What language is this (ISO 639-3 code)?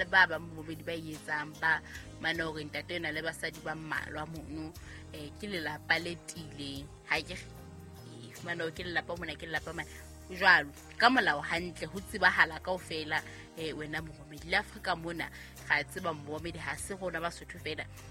sot